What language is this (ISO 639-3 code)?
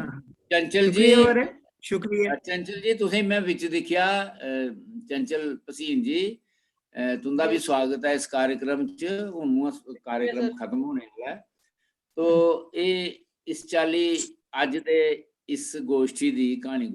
doi